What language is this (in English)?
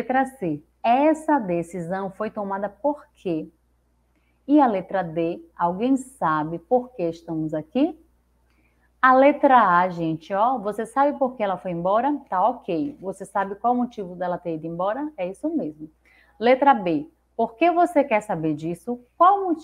Portuguese